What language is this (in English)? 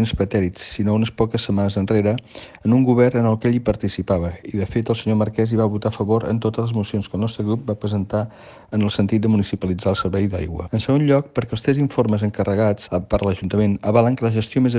Catalan